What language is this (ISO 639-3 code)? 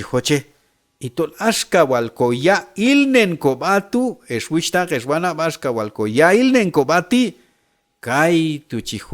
kjb